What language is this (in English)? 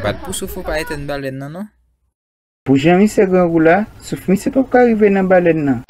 Haitian Creole